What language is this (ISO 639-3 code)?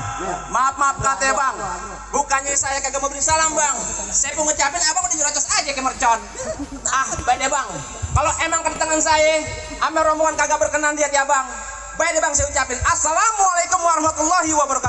bew